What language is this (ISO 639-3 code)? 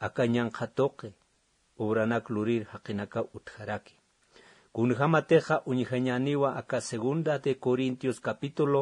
aym